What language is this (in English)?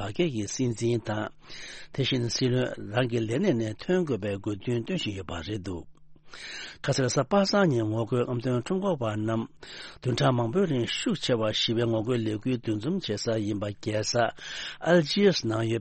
Tibetan